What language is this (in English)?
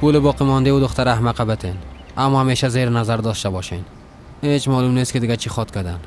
Persian